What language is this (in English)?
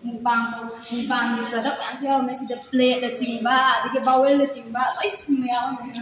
Manipuri